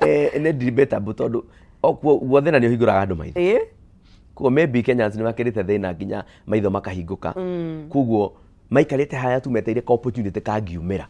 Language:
Kikuyu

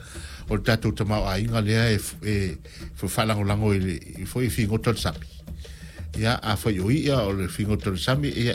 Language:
Samoan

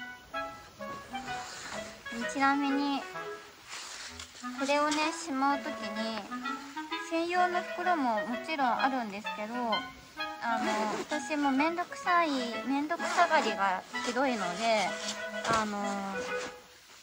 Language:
Japanese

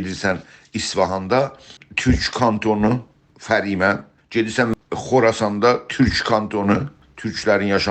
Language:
South Azerbaijani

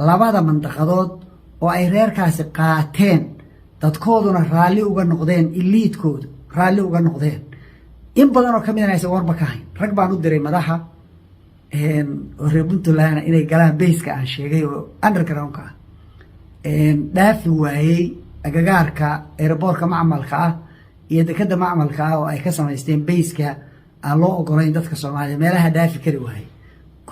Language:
Somali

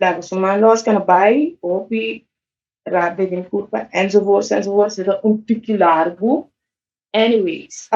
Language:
Papiamento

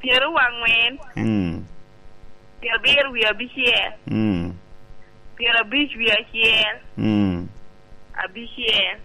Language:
Lango (Uganda)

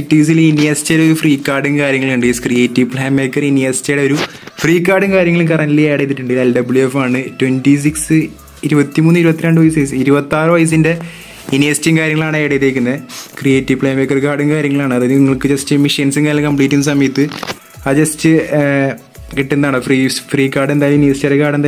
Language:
Malayalam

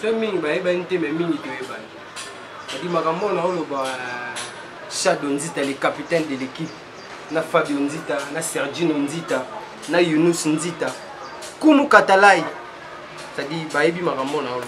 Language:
Lingala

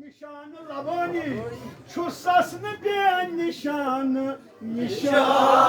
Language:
Kashmiri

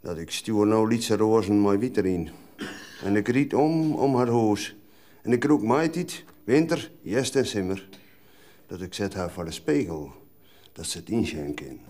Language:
Western Frisian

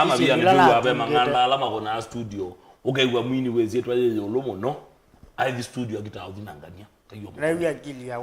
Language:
Kamba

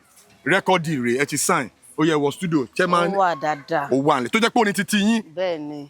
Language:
Yoruba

